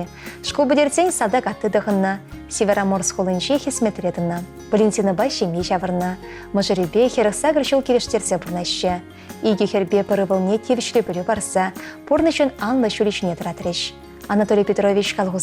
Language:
Chuvash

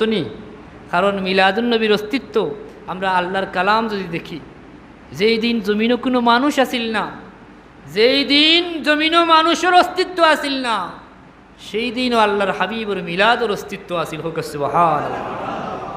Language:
Sylheti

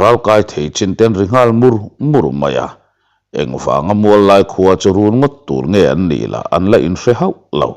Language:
Mizo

